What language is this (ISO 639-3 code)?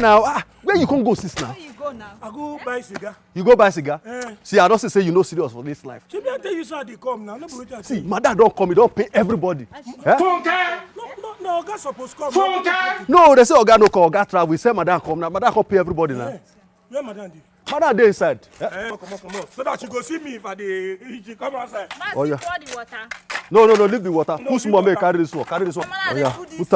pcm